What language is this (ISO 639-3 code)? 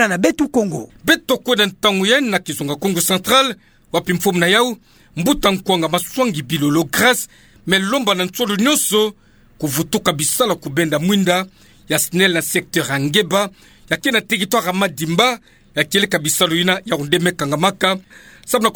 ktu